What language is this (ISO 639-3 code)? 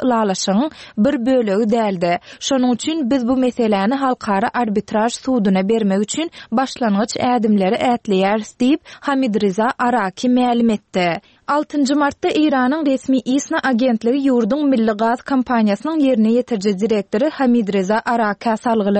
tuk